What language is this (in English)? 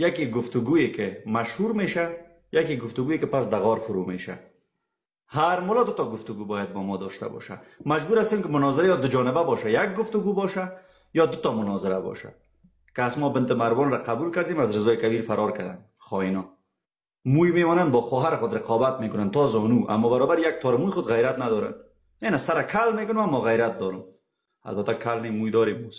Persian